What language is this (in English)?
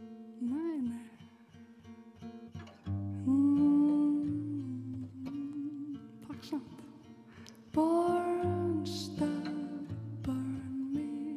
Icelandic